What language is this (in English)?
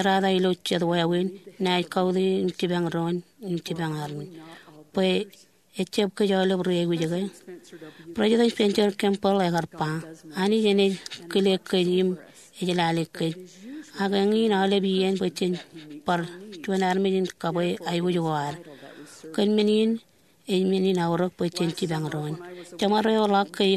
Marshallese